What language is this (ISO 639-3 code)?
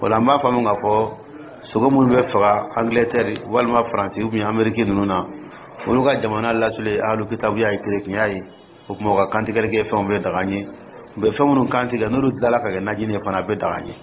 dyu